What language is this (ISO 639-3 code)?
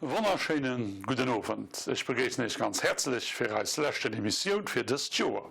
ltz